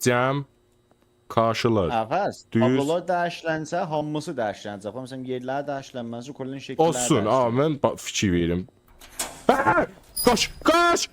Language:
South Azerbaijani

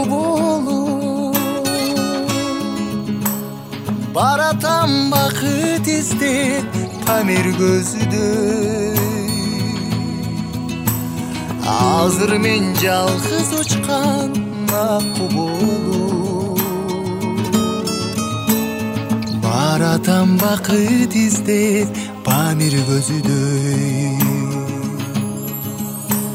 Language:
Kyrgyz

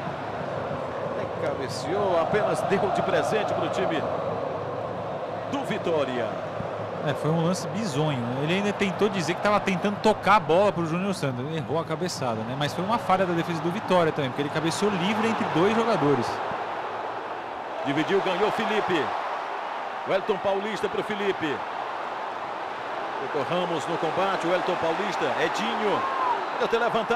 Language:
Portuguese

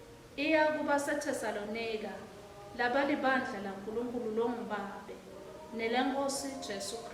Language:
Swati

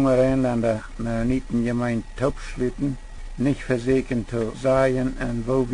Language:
Plautdietsch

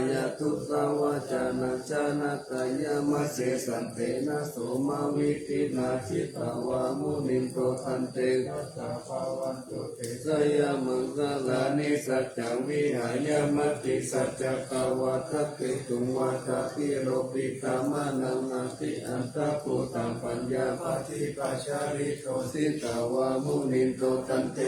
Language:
Pali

